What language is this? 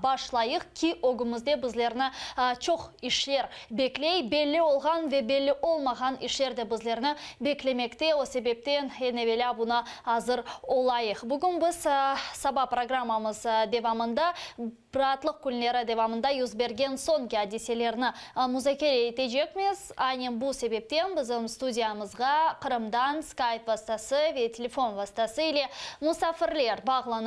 Crimean Tatar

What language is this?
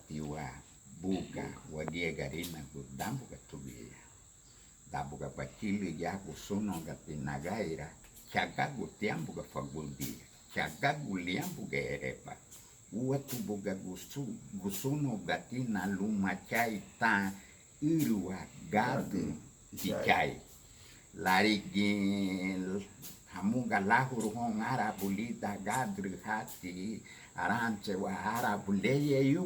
Garifuna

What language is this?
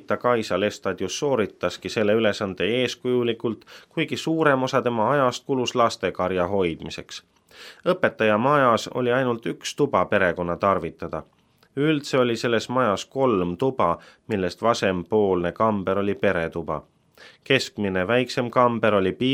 Estonian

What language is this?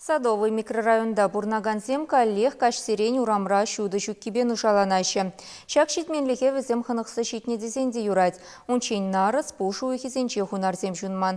Chuvash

